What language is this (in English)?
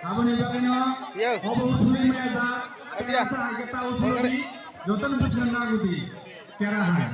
Kok Borok